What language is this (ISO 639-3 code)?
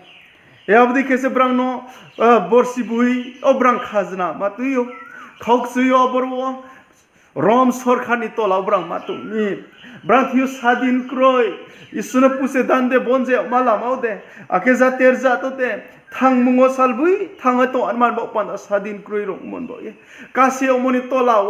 ria